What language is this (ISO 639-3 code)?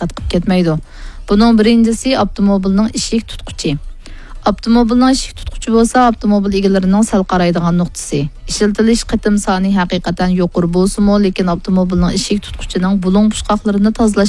uig